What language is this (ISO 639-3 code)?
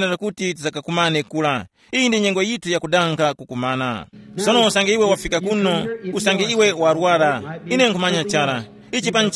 tum